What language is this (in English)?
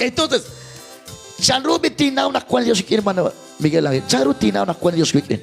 Kekchí